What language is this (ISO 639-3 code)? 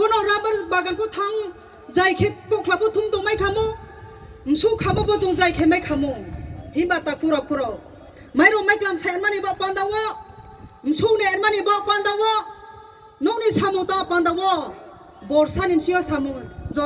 ria